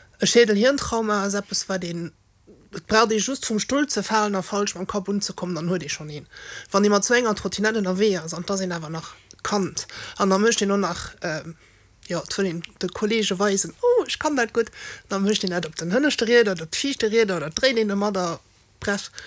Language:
Luxembourgish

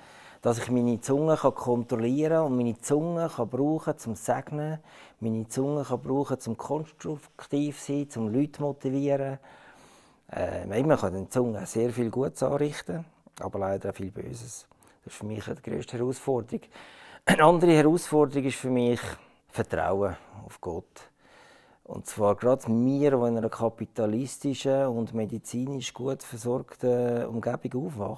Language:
Swiss German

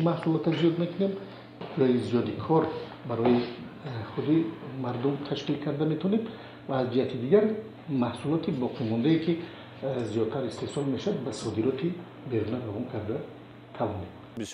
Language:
Tajik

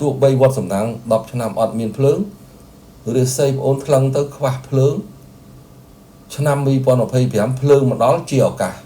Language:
Khmer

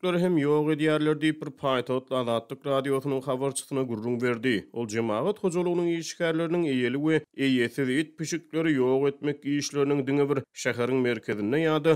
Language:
Turkmen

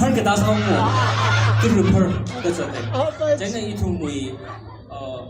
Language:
Tangkhul Naga (India)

